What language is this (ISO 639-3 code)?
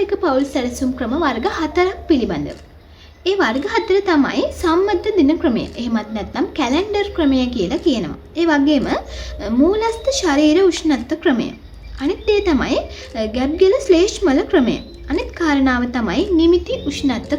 sin